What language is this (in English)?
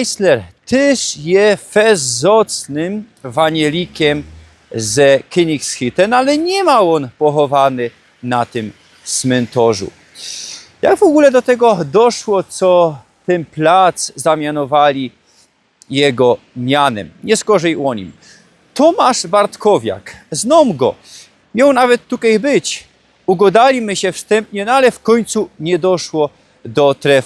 Silesian